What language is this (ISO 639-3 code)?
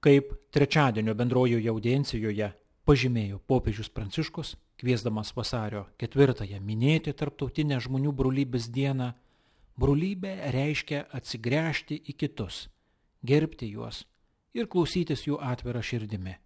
lit